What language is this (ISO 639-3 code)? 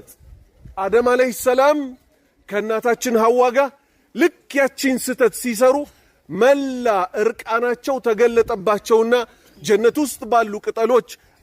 amh